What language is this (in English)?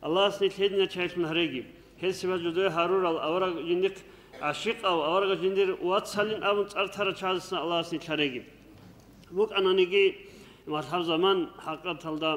Avaric